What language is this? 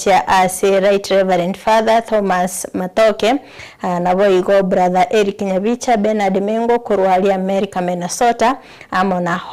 Gusii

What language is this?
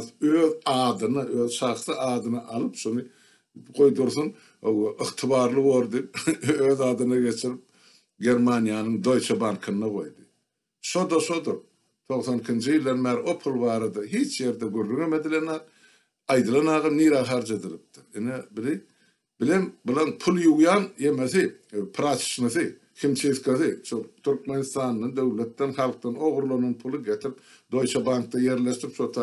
Turkmen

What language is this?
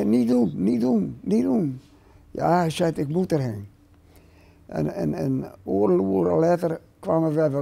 Western Frisian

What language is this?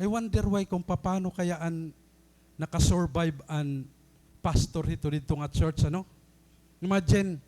Waray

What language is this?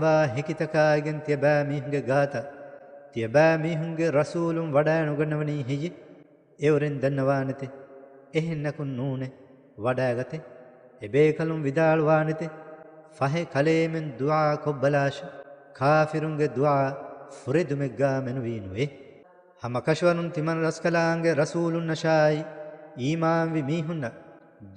Divehi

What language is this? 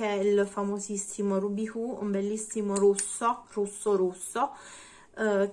Italian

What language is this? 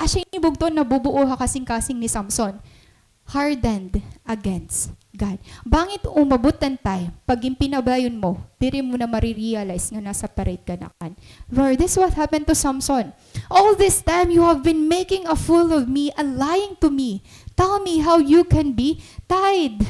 Waray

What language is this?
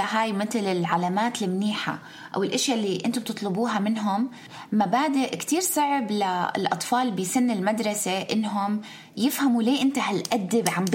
North Levantine Arabic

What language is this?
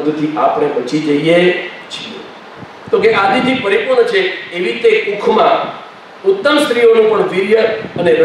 Gujarati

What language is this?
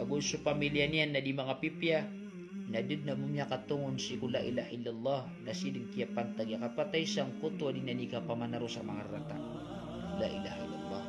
Maranao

